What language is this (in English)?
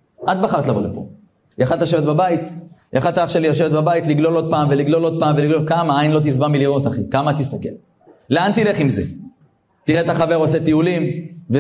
Hebrew